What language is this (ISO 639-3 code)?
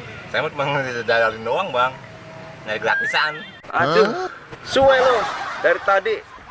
bew